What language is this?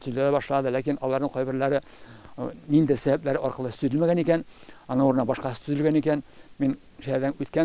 Tatar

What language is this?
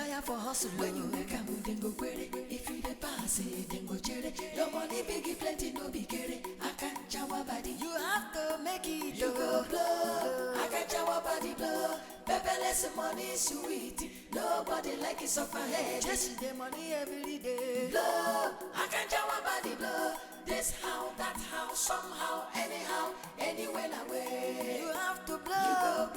Nigerian Pidgin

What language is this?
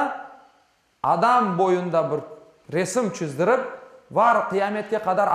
Crimean Tatar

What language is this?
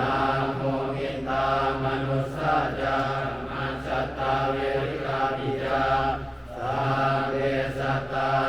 Pali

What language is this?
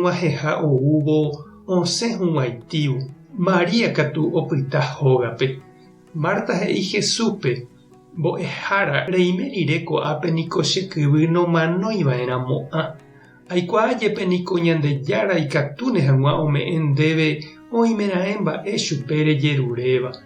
Guarani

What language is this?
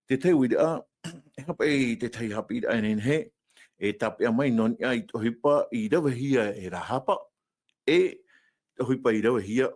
Tahitian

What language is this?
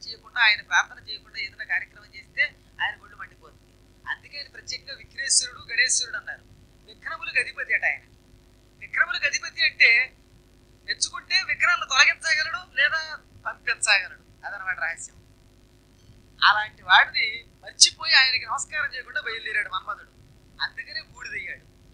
Telugu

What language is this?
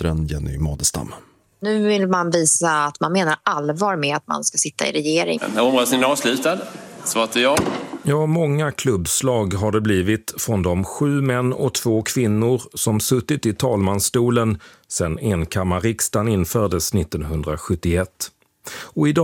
Swedish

